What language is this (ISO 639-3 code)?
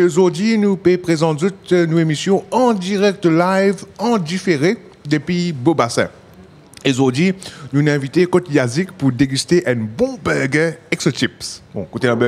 mfe